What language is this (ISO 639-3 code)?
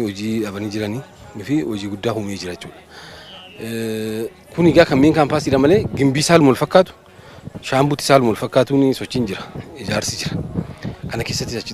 orm